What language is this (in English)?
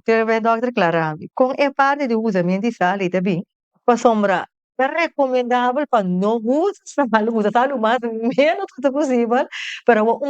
Papiamento